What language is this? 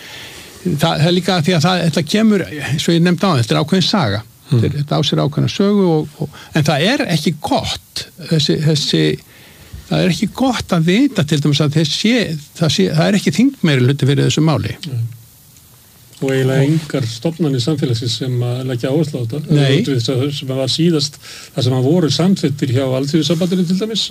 Icelandic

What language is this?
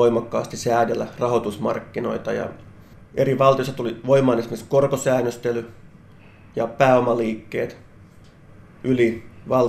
Finnish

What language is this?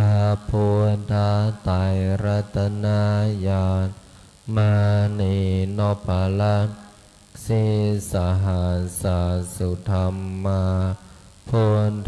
Pali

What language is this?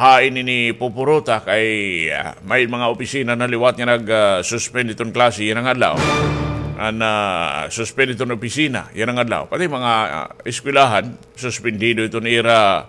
Waray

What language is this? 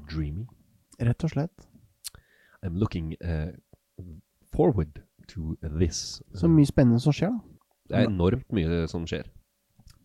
Norwegian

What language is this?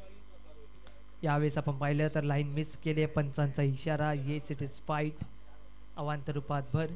Marathi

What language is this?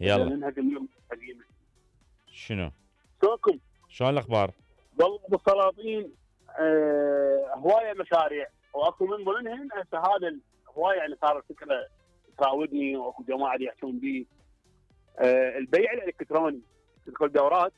Mesopotamian Arabic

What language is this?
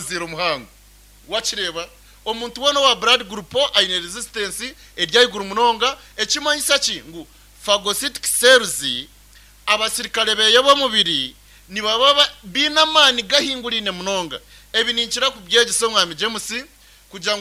Nyankole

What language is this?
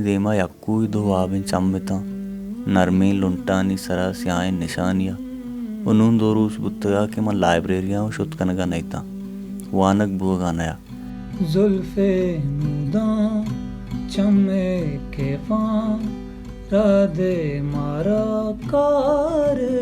Baluchi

